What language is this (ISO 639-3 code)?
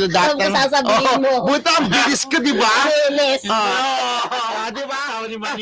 fil